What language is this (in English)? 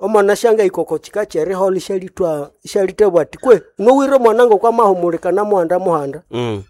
Nande